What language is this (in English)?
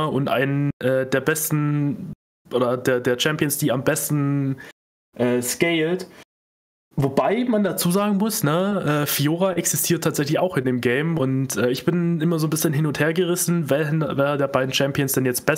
German